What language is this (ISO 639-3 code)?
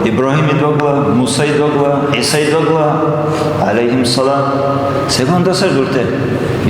dar